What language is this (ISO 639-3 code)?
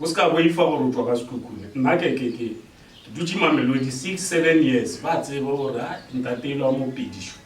nso